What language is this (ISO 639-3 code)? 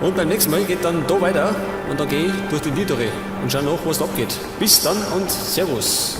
bar